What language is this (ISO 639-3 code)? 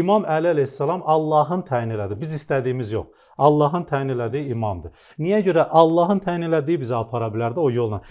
aze